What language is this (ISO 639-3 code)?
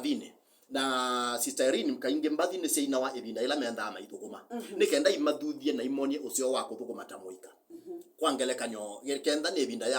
kam